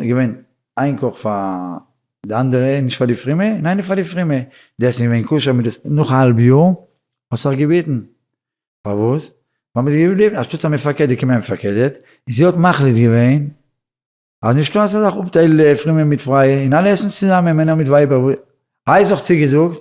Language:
Yiddish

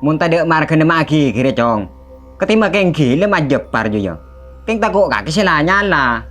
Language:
Madurese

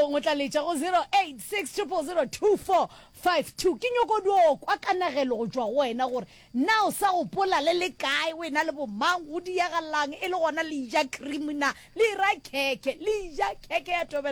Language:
Northern Sotho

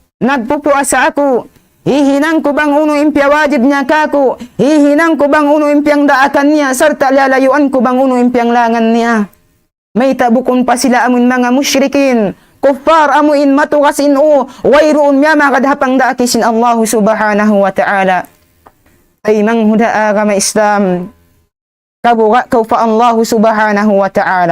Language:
Tausug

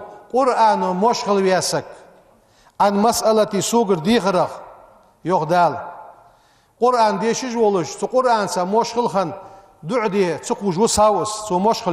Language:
Ingush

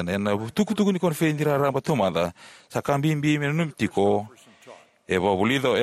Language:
Fijian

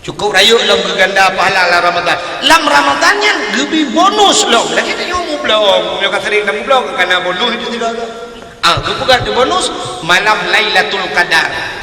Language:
Achinese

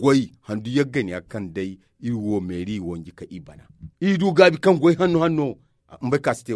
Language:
Zarma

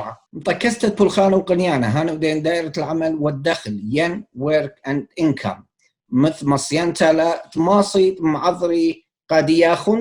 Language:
Assyrian Neo-Aramaic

